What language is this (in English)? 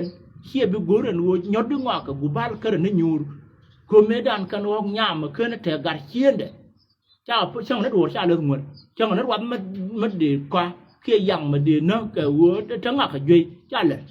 Nuer